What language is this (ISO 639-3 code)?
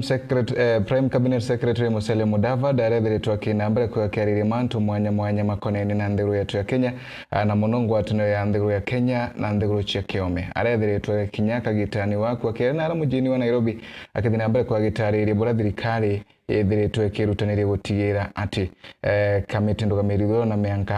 mer